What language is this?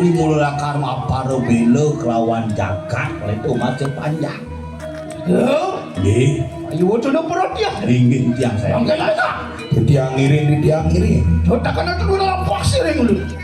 Balinese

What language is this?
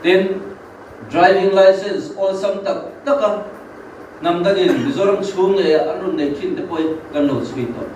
Mizo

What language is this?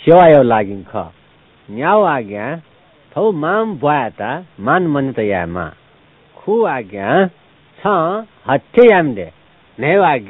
Newari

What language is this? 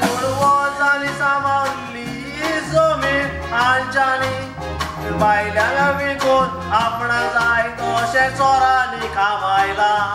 Konkani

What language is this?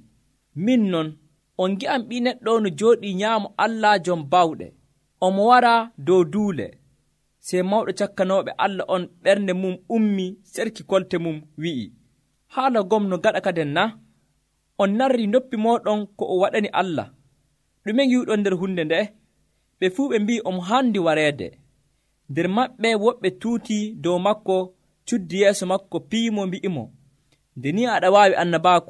Nigerian Fulfulde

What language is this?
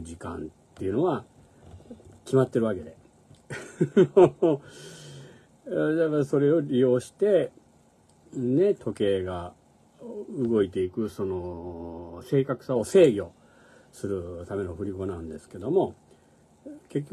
Japanese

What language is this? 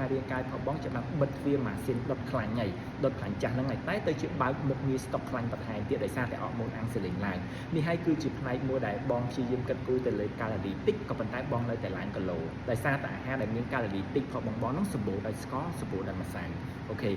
Khmer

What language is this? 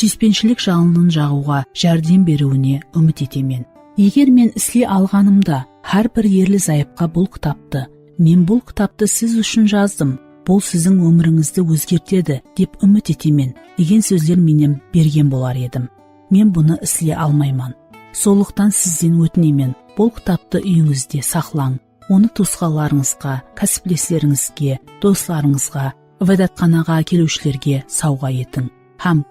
Kara-Kalpak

